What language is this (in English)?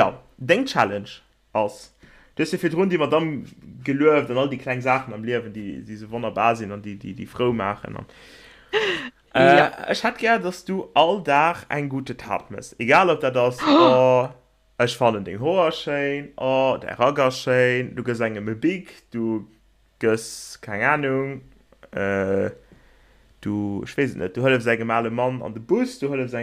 Luxembourgish